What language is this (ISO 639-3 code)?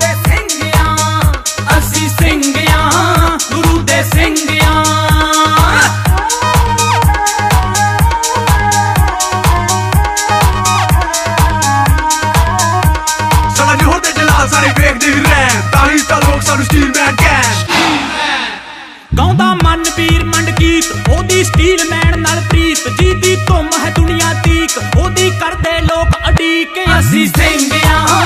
pan